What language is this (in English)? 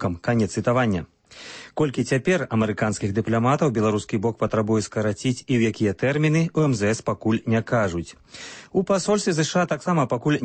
Belarusian